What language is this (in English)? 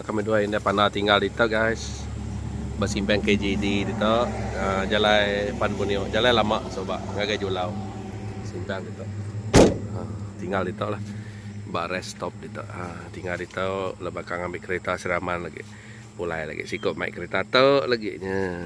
Iban